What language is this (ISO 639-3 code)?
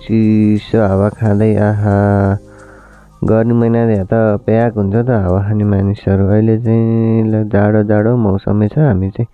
nep